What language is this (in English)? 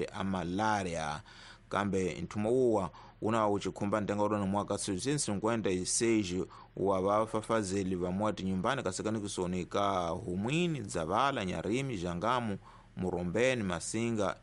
Tsonga